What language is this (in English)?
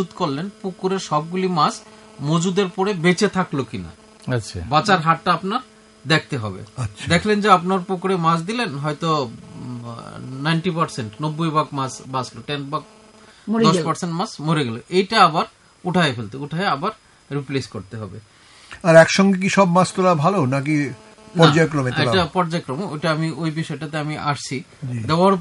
Bangla